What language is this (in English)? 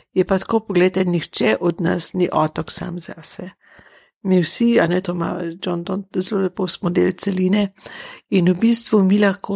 Slovenian